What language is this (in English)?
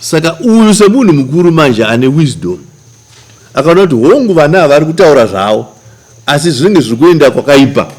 Shona